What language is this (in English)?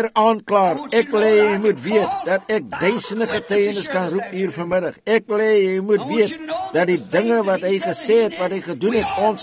Afrikaans